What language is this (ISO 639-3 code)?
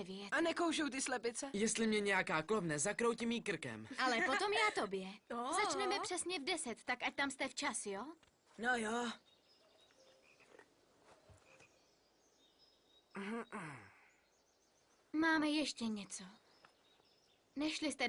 ces